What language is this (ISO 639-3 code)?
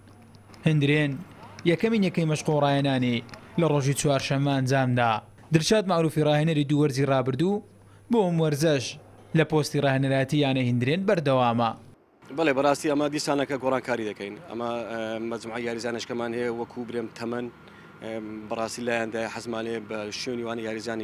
ckb